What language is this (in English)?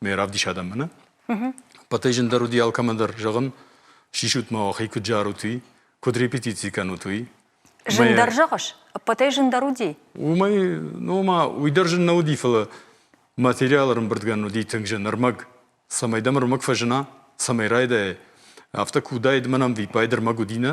Ossetic